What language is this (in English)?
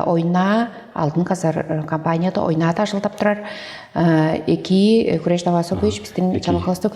Tuvinian